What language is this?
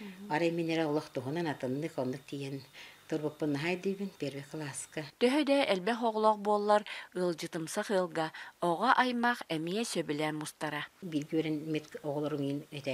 Yakut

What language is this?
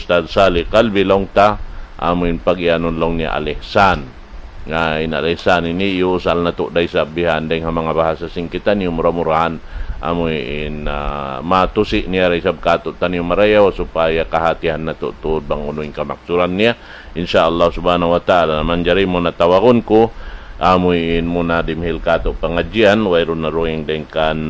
Tausug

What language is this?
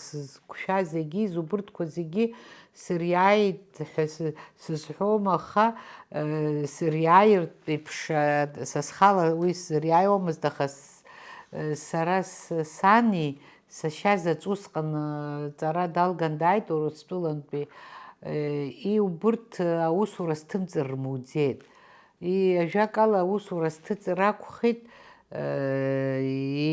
Abkhazian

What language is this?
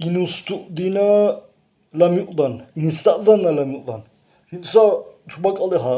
Avaric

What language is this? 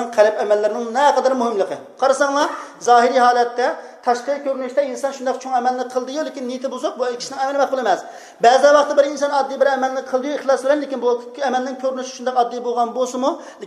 Uyghur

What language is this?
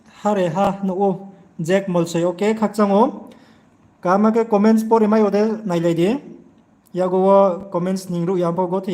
Riang (India)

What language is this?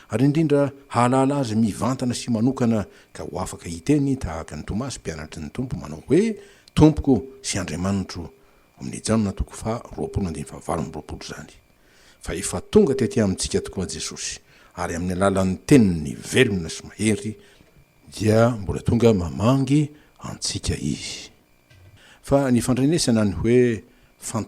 Malagasy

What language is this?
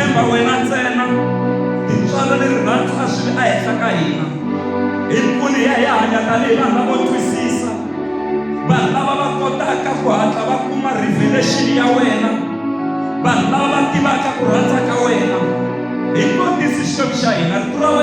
Tsonga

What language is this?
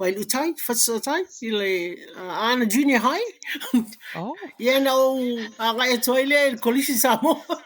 Samoan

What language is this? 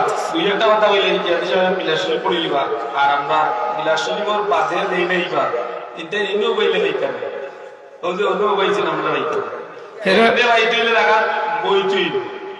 Sylheti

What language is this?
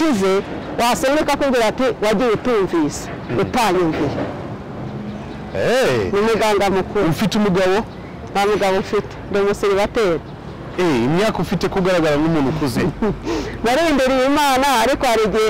Kinyarwanda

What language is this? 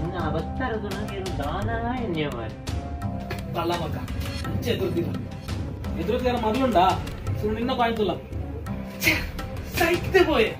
Tulu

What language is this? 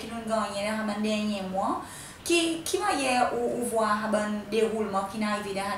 Seselwa Creole French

